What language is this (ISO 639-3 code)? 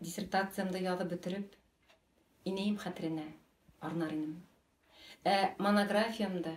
bak